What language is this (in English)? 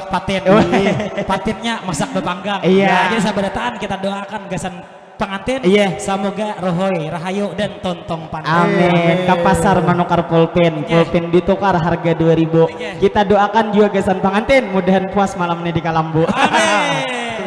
Banjar